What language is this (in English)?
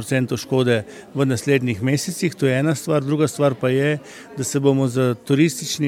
Slovenian